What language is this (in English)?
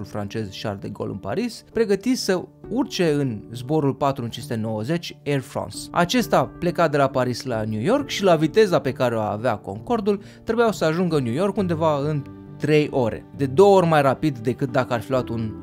Romanian